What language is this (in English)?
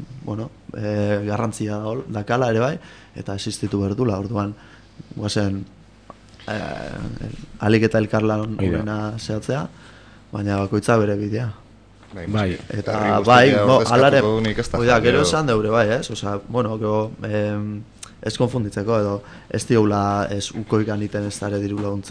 Basque